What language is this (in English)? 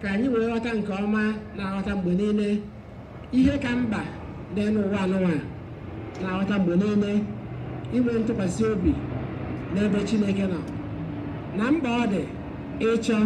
Igbo